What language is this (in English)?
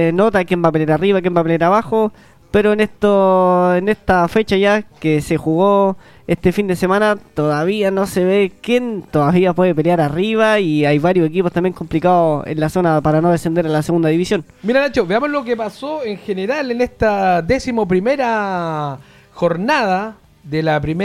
Spanish